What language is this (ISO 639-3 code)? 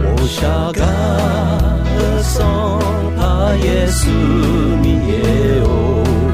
ahk